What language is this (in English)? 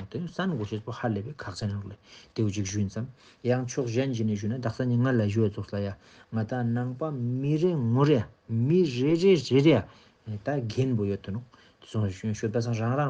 Ladakhi